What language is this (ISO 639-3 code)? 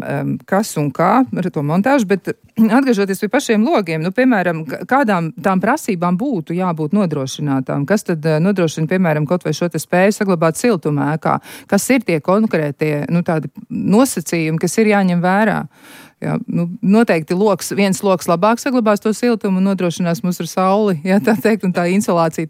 lav